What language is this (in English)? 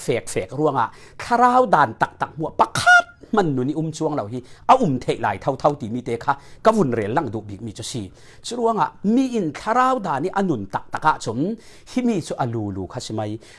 Falam Chin